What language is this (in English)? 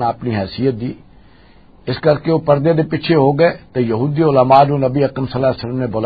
Western Panjabi